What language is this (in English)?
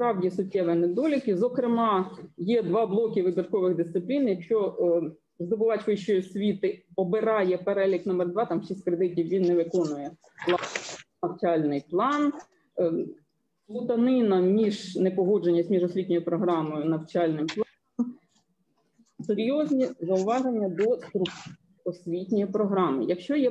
Ukrainian